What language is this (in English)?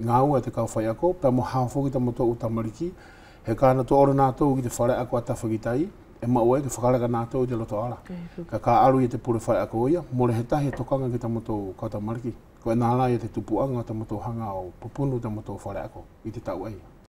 Wallisian